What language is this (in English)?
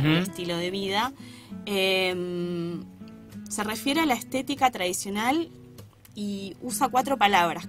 Spanish